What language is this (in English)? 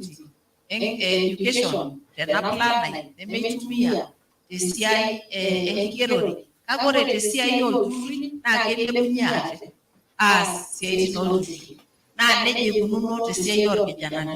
Masai